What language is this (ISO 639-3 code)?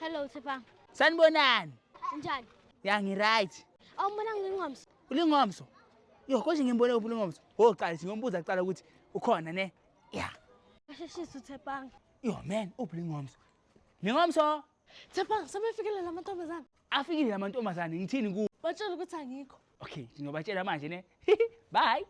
zul